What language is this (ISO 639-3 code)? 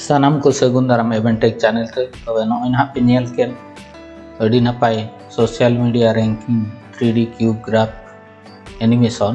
sat